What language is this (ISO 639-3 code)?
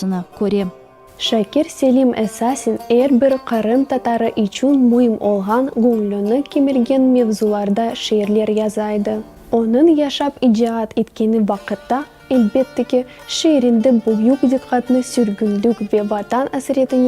crh